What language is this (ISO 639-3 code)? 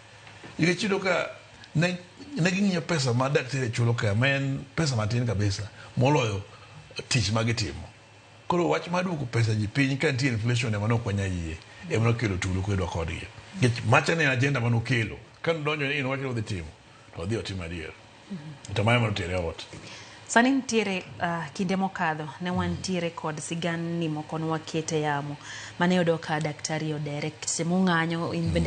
luo